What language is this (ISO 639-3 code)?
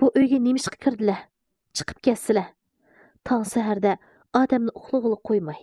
uig